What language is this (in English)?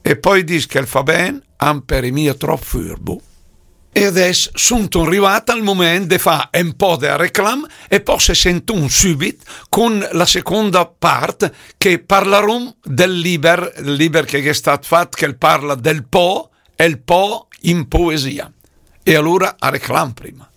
Lombard